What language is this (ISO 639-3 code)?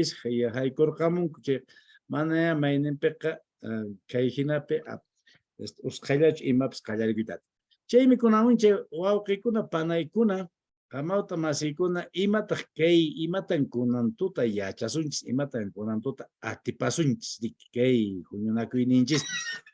que